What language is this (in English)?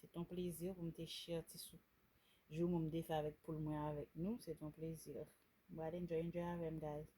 Haitian Creole